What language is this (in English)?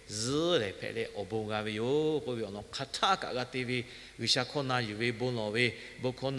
Lahu